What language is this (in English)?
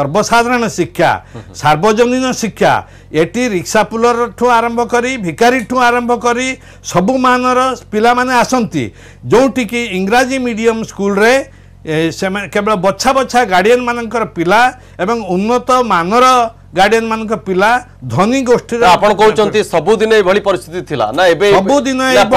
Odia